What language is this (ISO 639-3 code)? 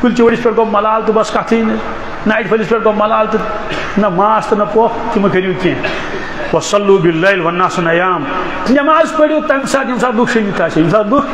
kas